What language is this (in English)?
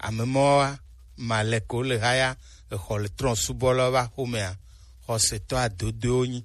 Gen